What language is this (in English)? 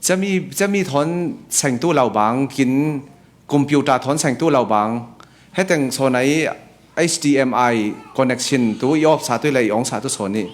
Falam Chin